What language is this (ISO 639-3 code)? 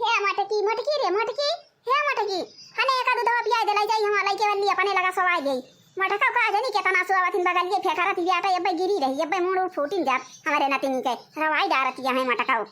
awa